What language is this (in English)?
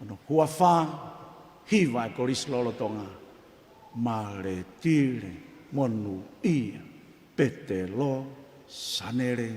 Tongan